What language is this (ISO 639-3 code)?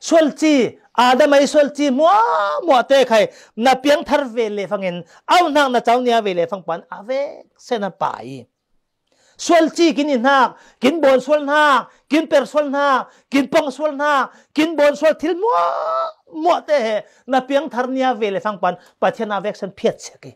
cfm